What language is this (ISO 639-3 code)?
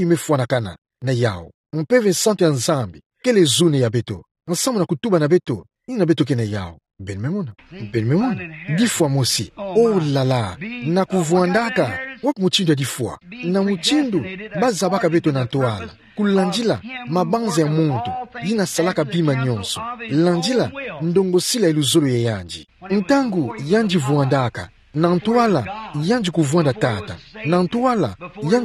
ktu